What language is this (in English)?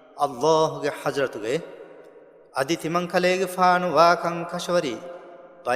Divehi